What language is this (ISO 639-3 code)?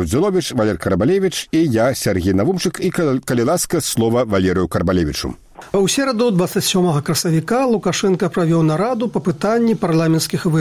bel